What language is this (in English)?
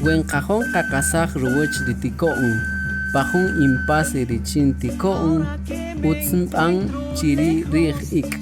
Kaqchikel